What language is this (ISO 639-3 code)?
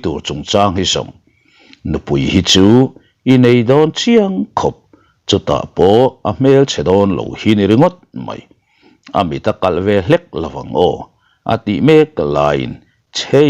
lus